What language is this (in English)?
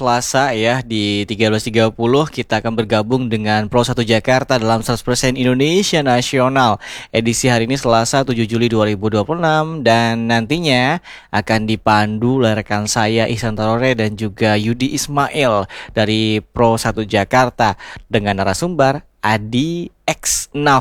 Indonesian